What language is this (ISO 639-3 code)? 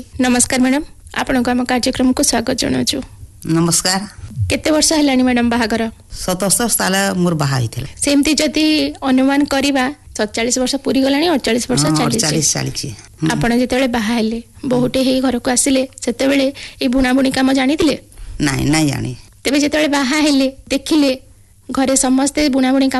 ori